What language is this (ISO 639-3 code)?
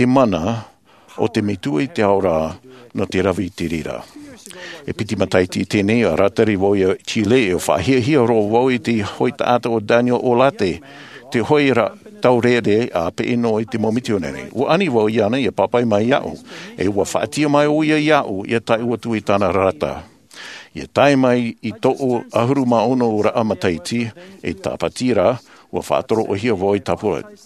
tah